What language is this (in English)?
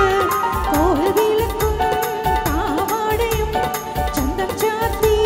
Malayalam